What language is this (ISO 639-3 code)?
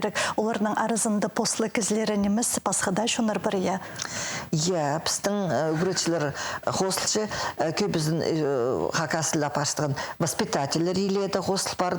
kjh